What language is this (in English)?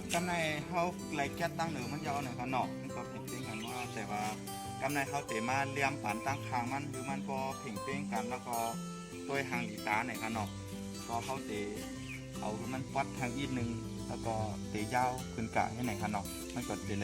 Shan